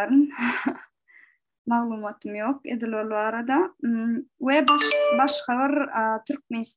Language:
Turkmen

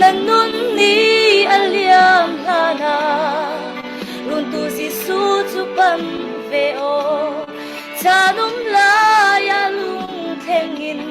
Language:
Falam Chin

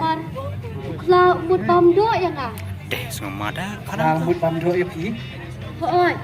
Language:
Khasi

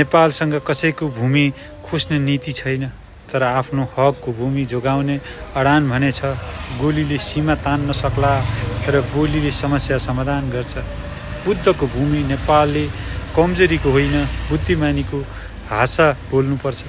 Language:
Nepali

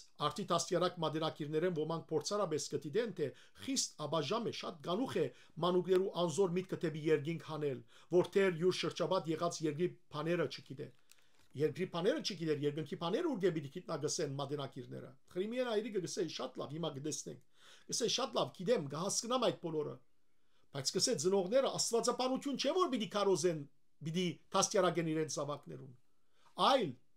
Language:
Western Armenian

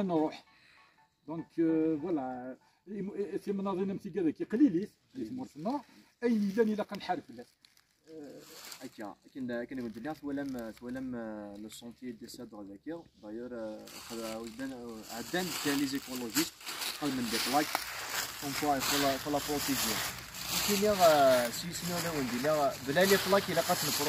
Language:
Kabyle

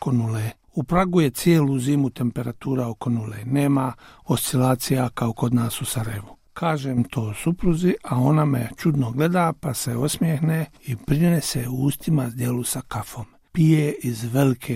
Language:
Bosnian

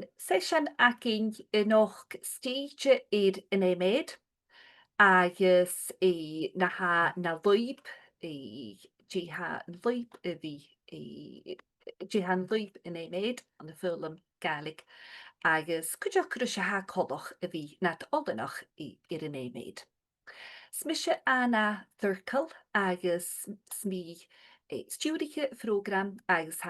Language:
Scottish Gaelic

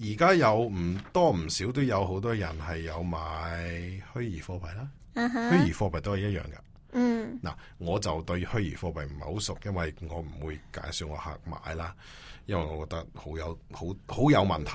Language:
Cantonese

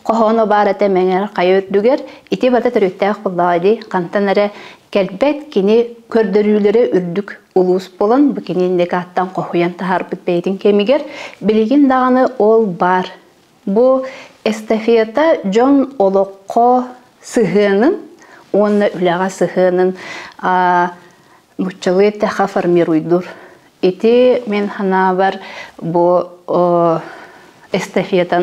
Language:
Yakut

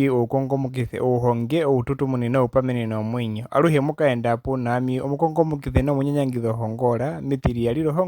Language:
Herero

